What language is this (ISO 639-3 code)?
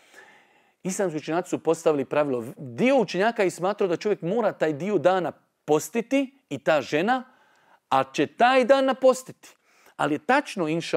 bos